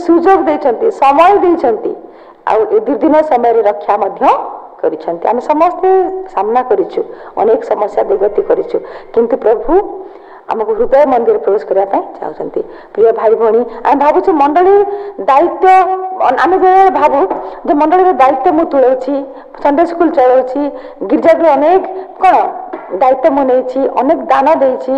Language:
Odia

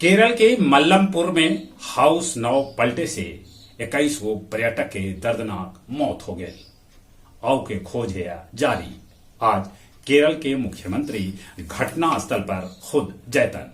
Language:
Magahi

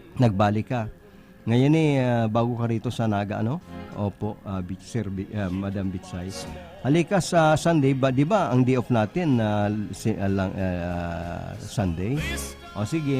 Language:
Bikol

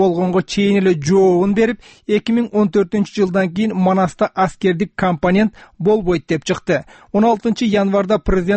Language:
Kyrgyz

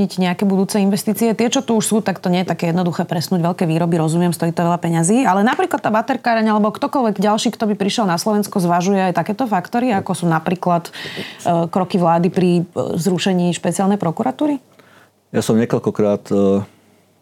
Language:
Slovak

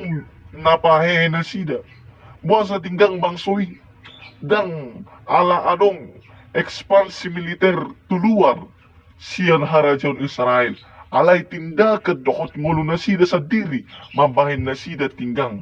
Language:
Batak Toba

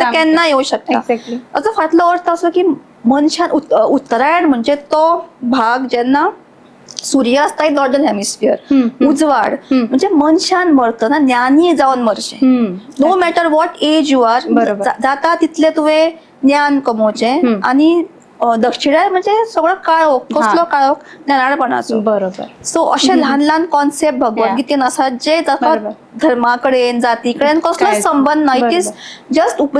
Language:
Konkani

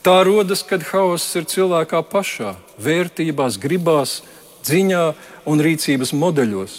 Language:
Latvian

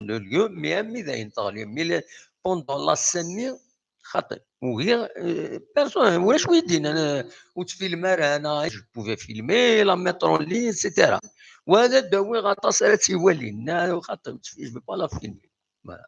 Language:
Kabyle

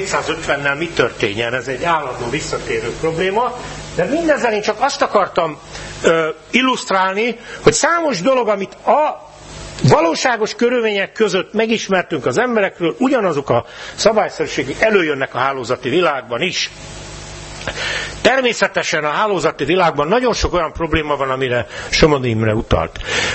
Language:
Hungarian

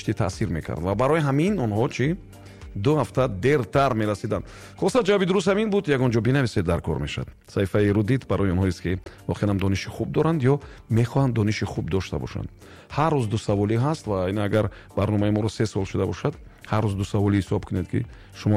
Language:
Tajik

